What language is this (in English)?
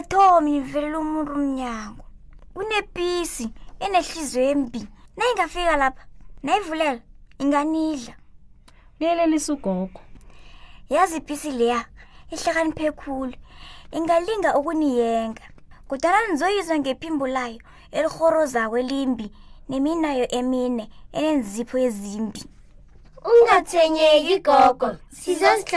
South Ndebele